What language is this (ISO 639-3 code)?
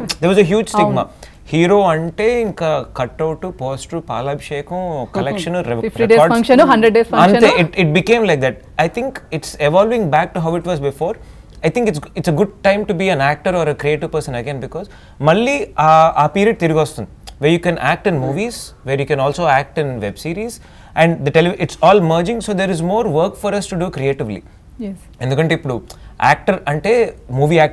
tel